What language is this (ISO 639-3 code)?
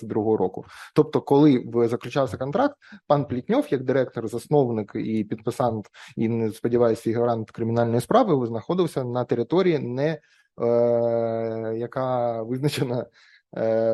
ukr